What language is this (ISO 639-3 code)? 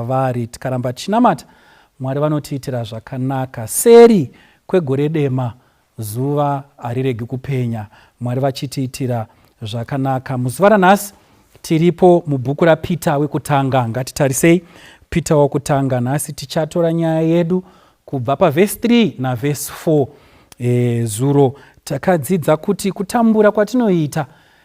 sna